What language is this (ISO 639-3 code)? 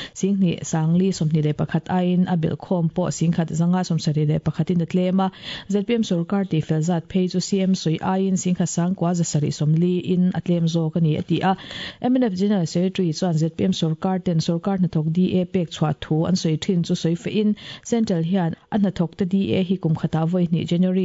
lus